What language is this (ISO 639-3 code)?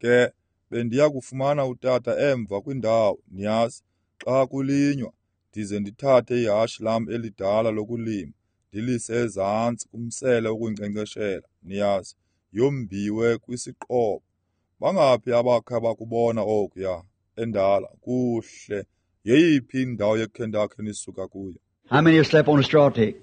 xho